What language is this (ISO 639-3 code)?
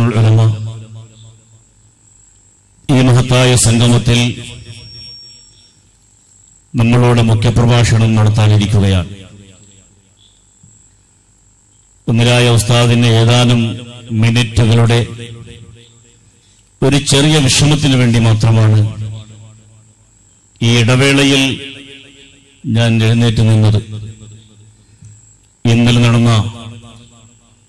mal